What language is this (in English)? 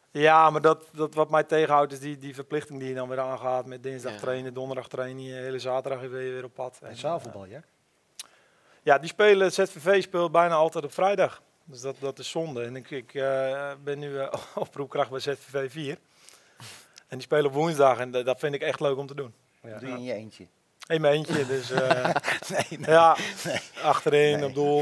Dutch